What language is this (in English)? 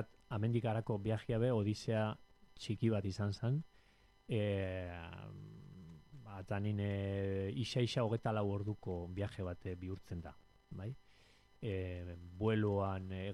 Basque